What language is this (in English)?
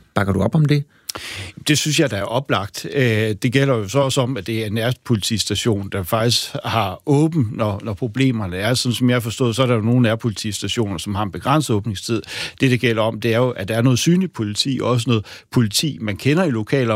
Danish